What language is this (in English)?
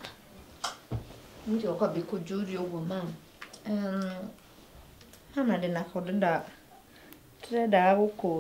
Kikuyu